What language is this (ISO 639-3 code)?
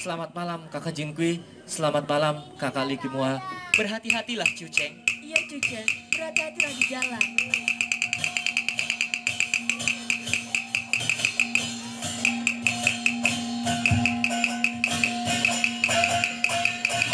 ind